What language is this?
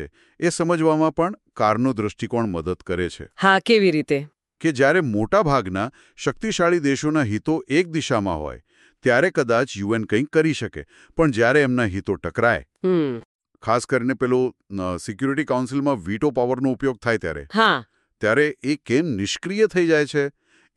Gujarati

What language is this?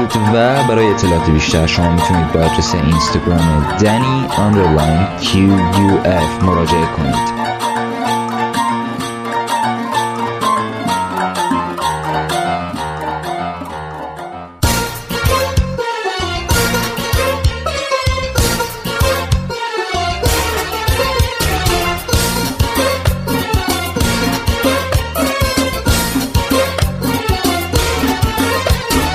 Persian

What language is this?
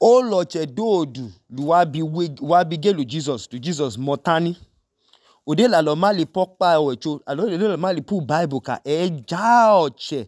Idoma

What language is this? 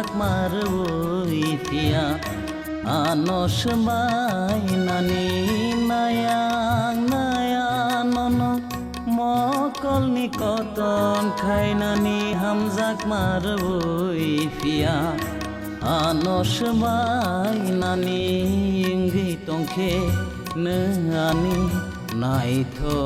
Kok Borok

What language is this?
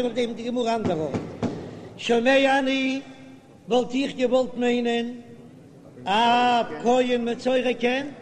Yiddish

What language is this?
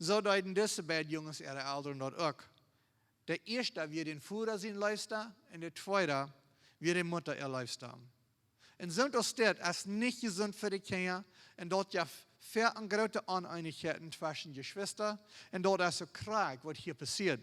Plautdietsch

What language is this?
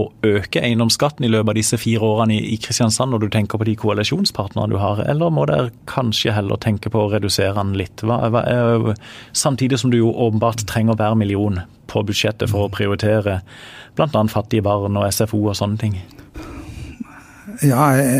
Norwegian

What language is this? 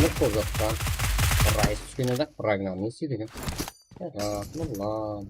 Kara-Kalpak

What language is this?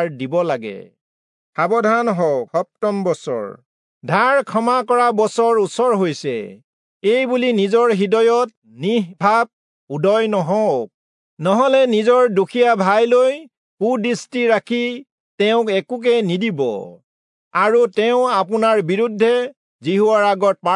Assamese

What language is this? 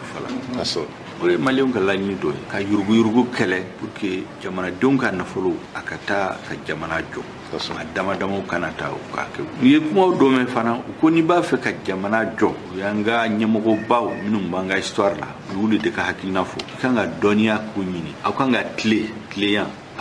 Bambara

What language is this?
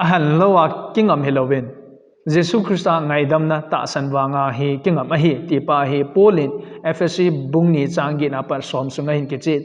Thado Chin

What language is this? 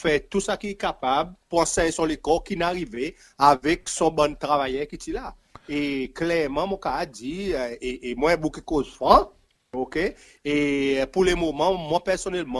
Seselwa Creole French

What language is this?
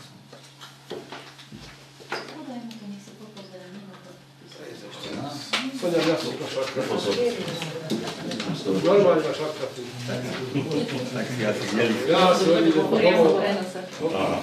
Slovak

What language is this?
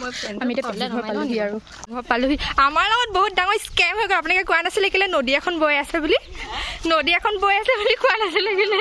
Assamese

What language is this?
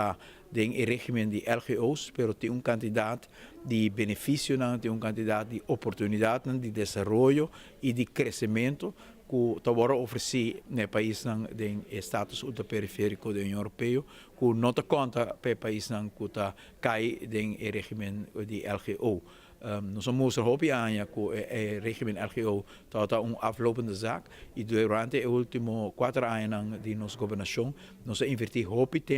Papiamento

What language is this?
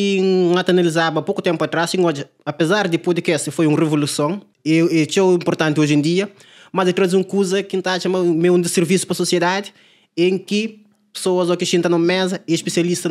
Kabuverdianu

